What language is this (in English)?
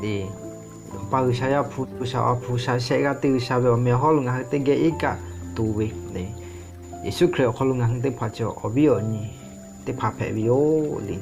Lahu